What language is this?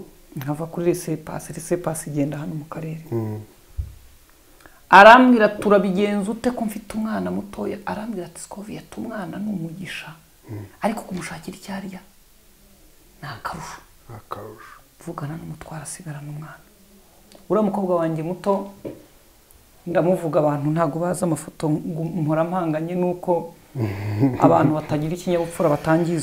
Kinyarwanda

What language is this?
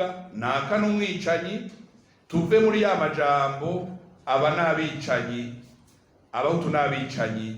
Rundi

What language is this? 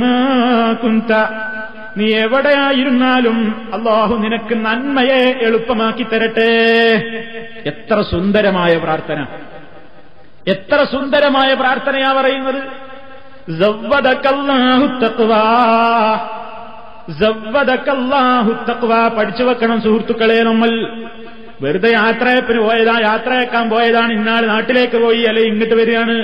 Malayalam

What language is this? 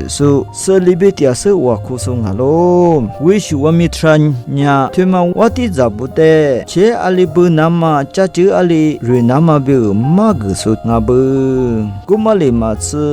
Lisu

